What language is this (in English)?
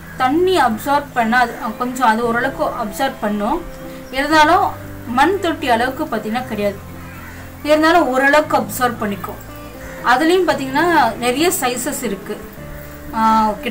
Tamil